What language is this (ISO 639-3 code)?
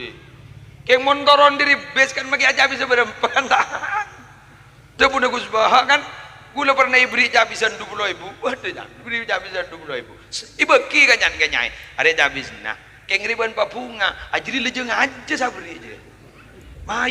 mad